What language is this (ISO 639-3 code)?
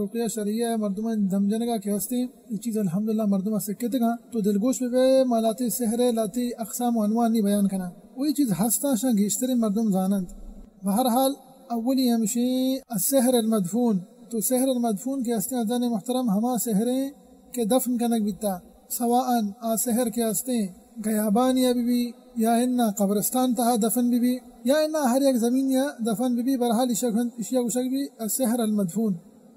bal